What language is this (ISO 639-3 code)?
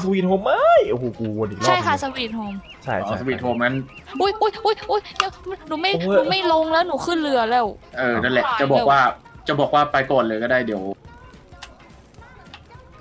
tha